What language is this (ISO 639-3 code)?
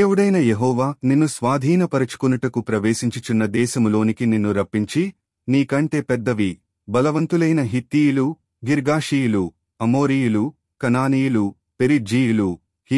tel